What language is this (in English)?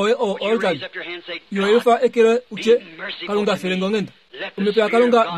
Kuanyama